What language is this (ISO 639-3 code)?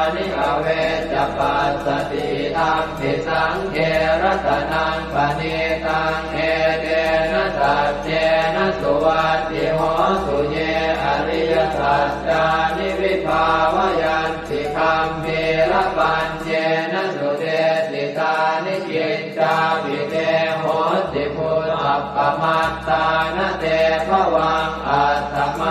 pli